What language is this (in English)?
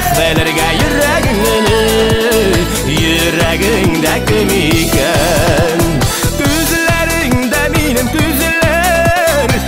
Tatar